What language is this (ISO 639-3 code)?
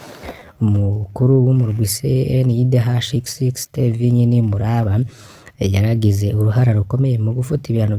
run